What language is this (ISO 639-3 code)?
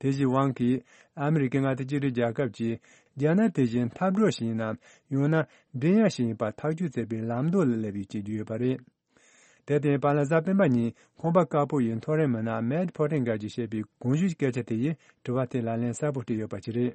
bod